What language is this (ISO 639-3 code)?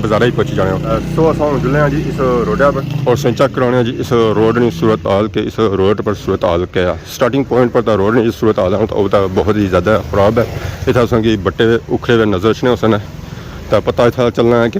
phr